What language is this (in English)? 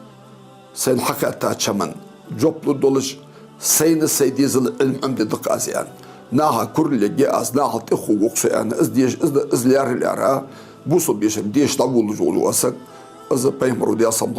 Ingush